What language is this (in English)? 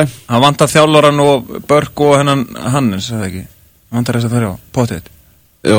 Icelandic